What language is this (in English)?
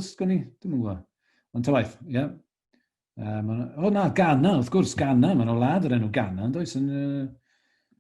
Welsh